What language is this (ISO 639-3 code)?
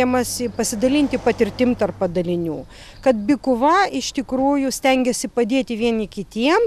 lit